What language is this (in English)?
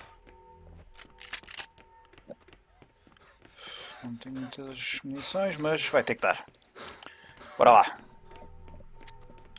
Portuguese